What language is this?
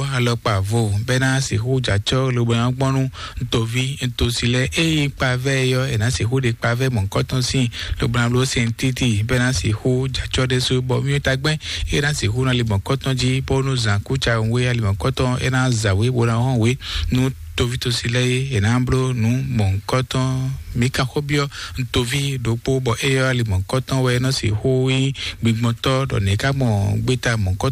Fon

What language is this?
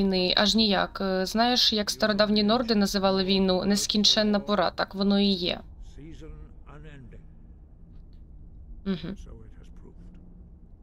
Ukrainian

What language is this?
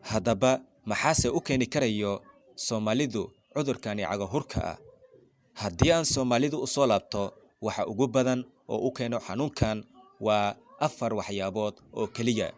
Somali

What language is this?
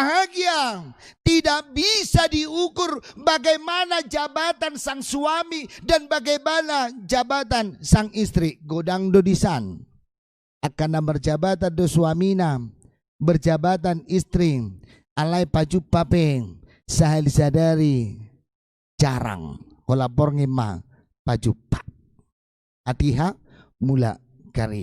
Batak Toba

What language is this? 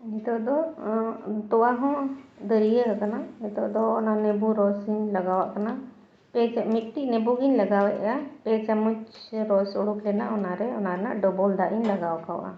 Santali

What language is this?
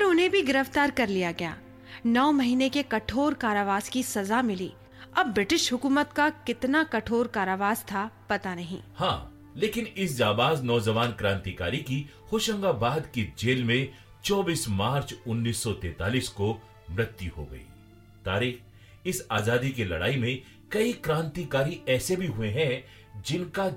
Hindi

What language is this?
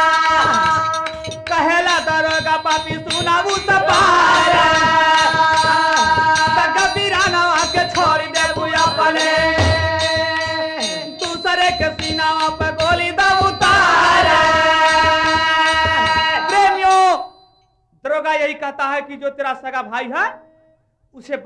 Bhojpuri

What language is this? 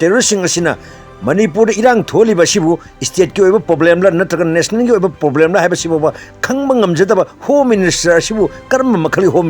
Manipuri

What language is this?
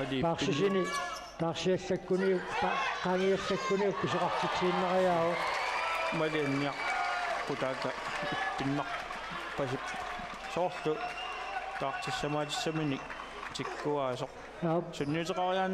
Kalaallisut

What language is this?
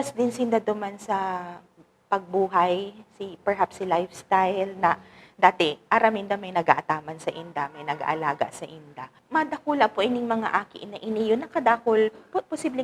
Bikol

